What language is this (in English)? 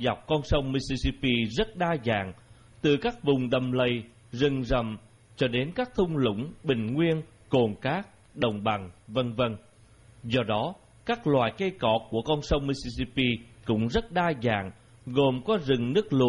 Vietnamese